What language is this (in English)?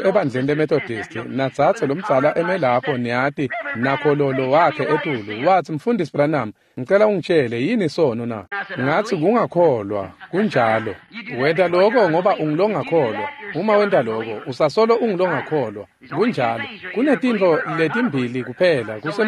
Swati